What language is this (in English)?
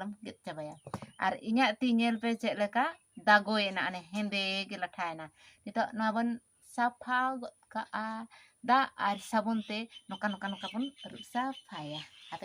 Santali